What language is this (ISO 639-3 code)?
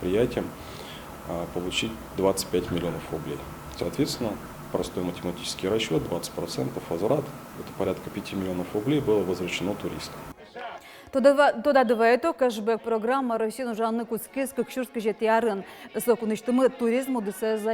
udm